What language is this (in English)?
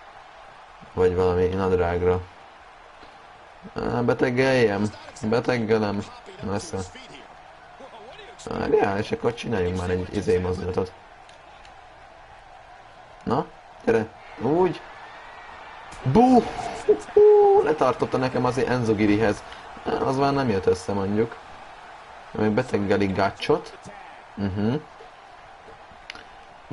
Hungarian